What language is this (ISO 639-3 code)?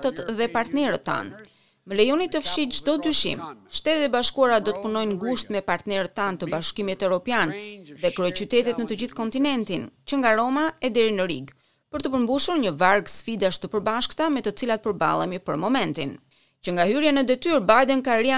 sqi